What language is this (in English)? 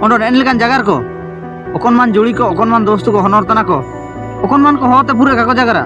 Ho